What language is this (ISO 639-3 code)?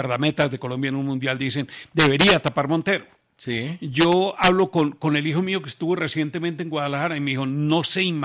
spa